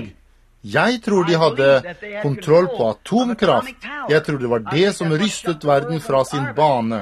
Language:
Norwegian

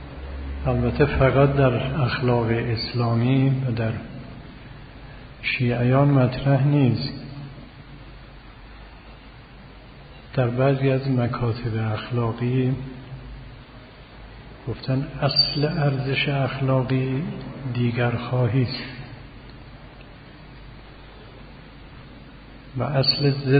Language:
Persian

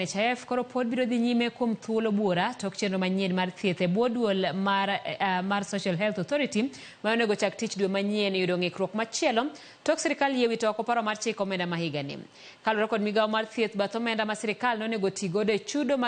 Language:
Luo (Kenya and Tanzania)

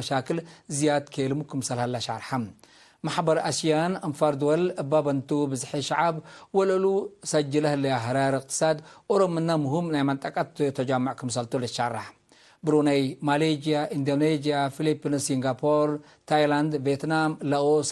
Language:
Tigre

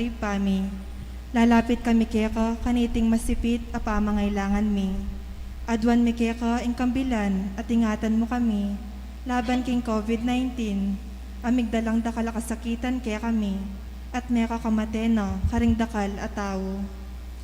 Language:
Pampanga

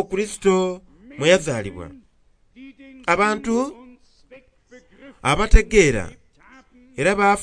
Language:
Soga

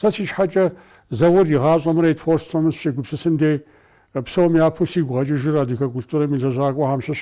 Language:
Kabardian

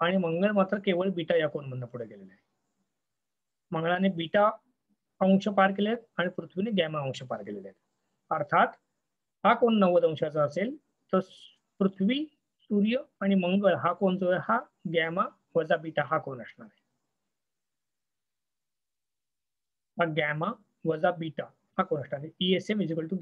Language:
Marathi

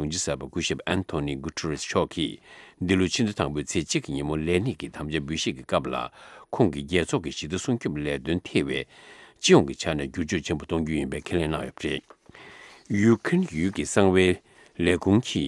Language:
Tibetan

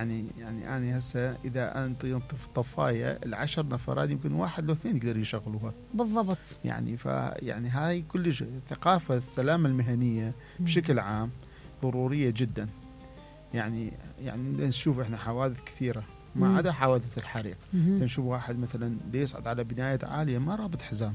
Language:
Mesopotamian Arabic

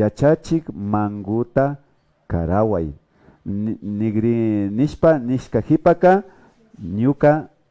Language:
Imbabura Highland Quichua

